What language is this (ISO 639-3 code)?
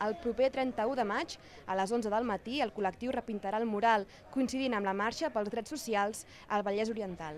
cat